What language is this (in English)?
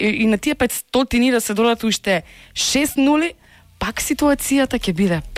Macedonian